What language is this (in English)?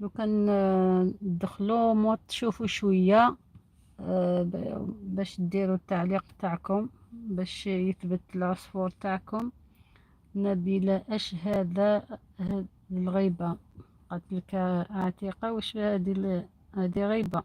Algerian Arabic